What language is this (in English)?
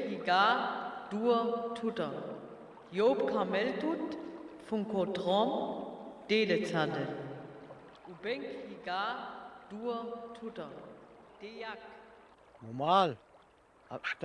Sinte Romani